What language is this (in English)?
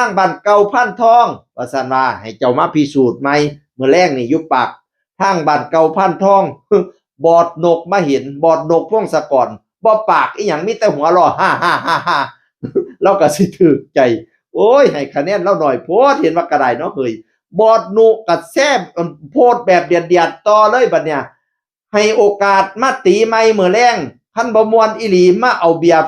Northeastern Thai